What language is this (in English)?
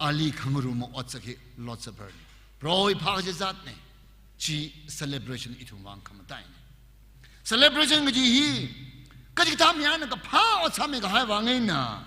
Tangkhul Naga (India)